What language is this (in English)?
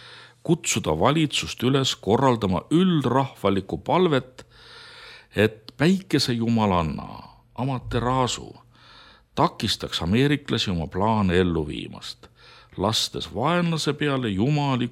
Estonian